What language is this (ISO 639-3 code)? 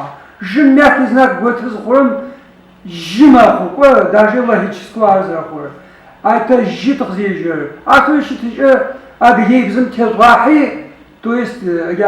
ady